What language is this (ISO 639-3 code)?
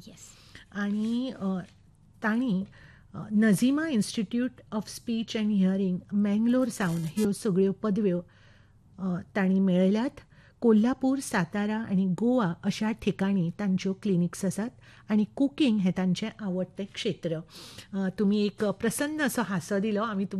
kok